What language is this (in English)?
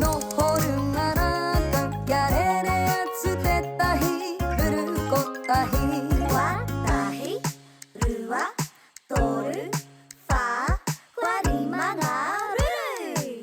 Māori